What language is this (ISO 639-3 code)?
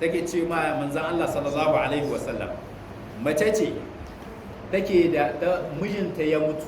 hau